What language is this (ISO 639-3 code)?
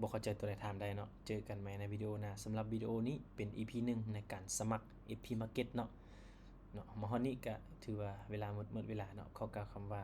lao